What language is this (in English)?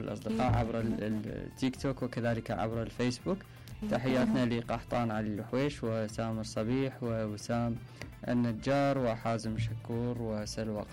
Mesopotamian Arabic